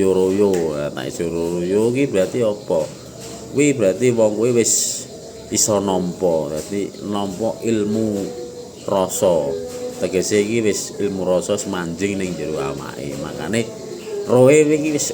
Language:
Javanese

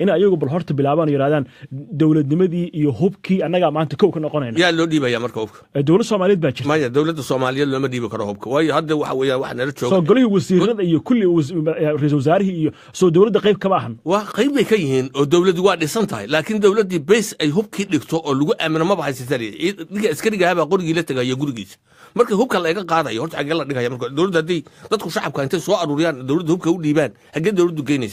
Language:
Somali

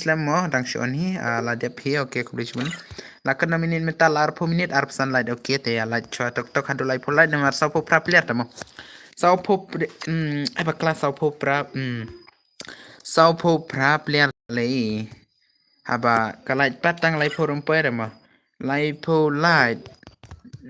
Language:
Khasi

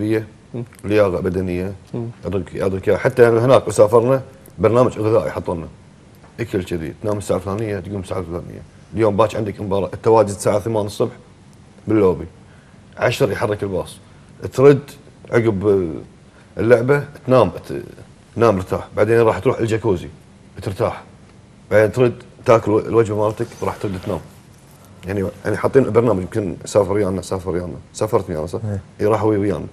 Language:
Gulf Arabic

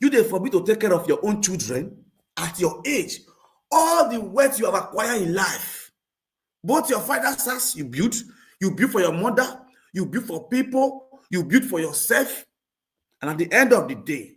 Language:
Nigerian Pidgin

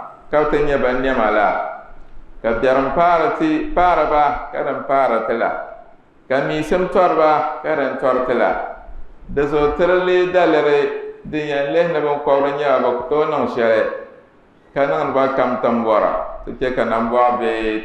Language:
Dagbani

